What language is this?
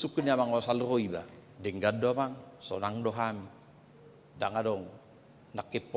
Batak Toba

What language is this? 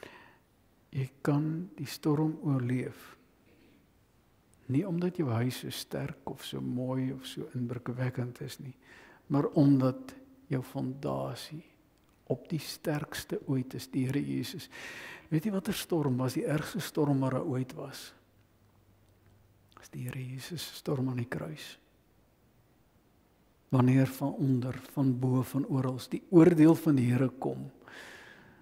Afrikaans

